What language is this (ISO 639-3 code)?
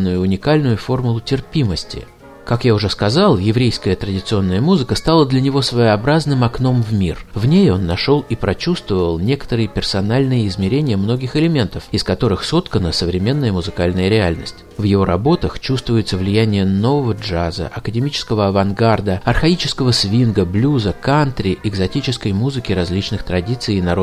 rus